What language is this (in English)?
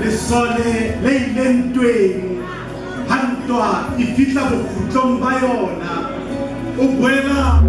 Southern Sotho